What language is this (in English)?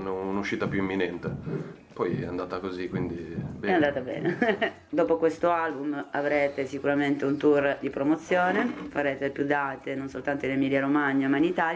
Italian